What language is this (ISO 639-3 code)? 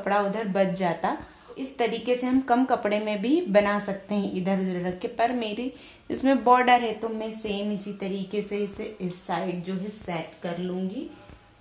hin